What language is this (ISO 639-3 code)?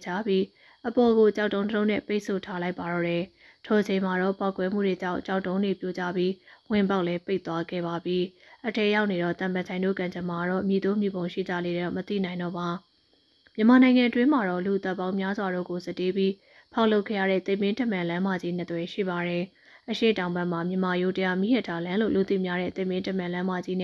mya